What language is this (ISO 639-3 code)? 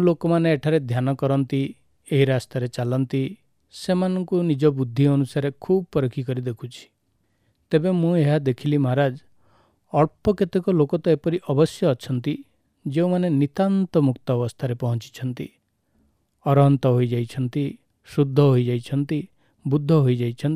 ori